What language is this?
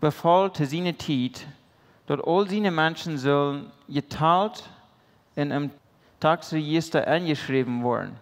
Plautdietsch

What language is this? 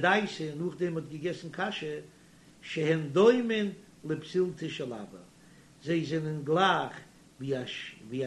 Yiddish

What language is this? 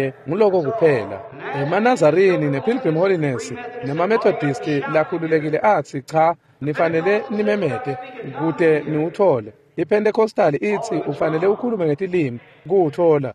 Swati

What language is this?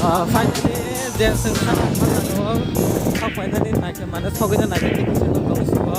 Kok Borok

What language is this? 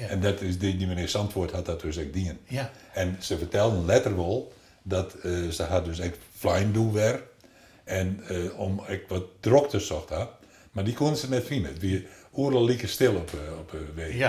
Western Frisian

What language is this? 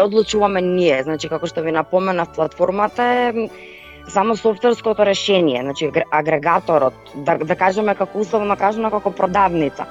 Macedonian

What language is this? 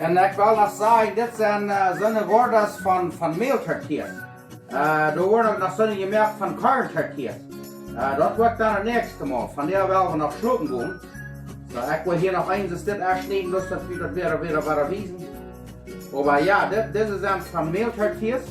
Plautdietsch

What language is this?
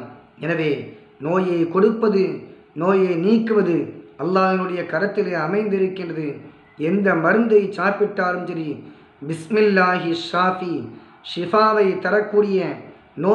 Tamil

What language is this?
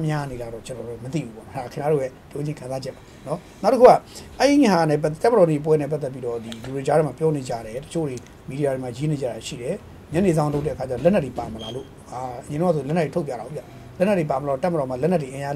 Burmese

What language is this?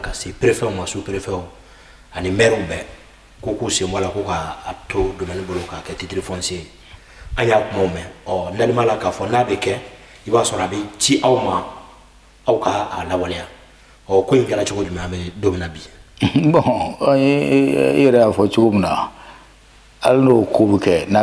Bambara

